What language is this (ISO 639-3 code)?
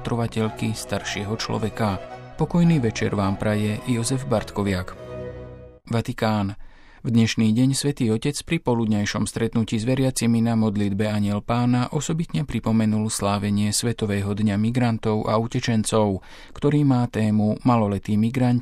slk